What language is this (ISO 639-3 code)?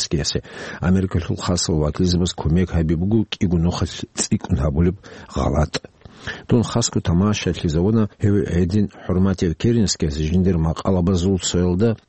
ava